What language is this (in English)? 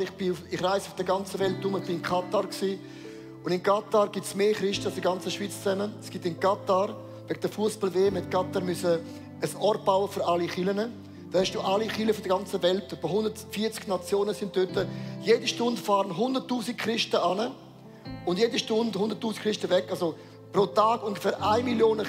Swiss German